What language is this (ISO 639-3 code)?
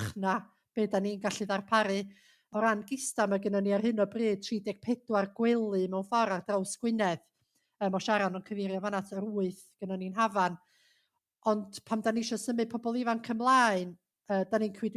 cym